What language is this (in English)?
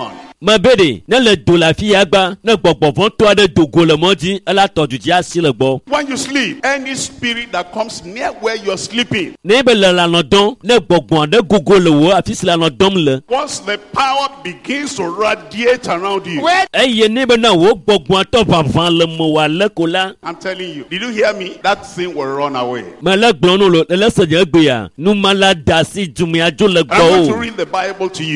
Ewe